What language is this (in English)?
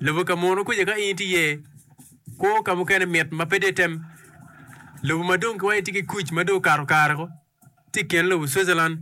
Acoli